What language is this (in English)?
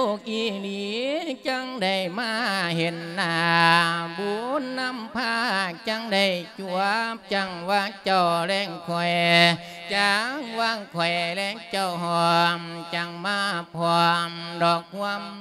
Lao